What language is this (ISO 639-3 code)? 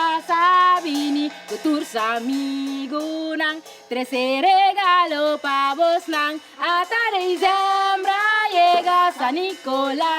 pap